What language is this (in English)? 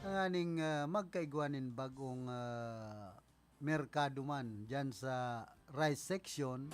Bikol